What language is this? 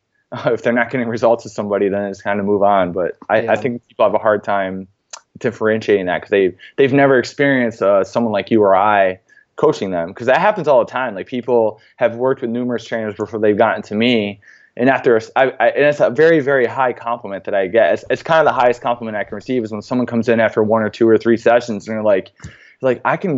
English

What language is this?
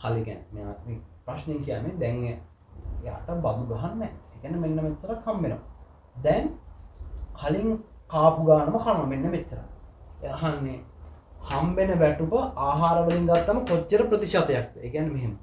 Sinhala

